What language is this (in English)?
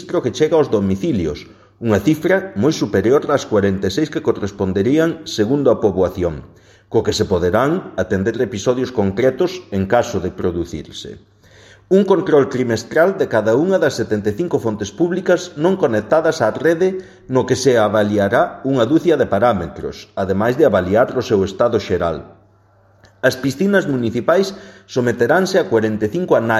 Galician